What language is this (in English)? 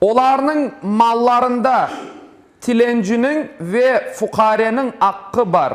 Crimean Tatar